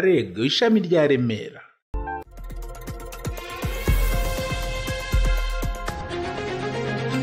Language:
Kinyarwanda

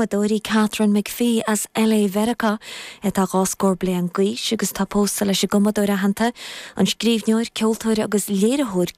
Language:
Irish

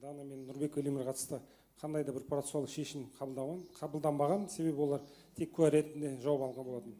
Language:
Kazakh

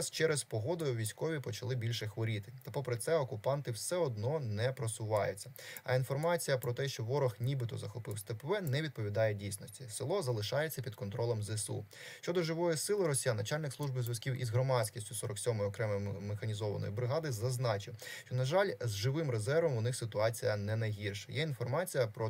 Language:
Ukrainian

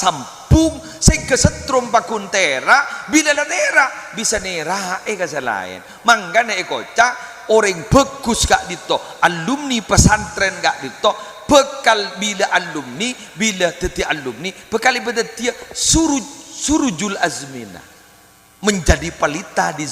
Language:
Madurese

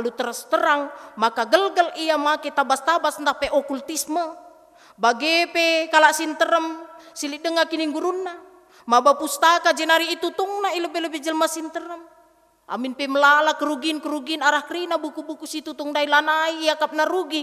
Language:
Batak Karo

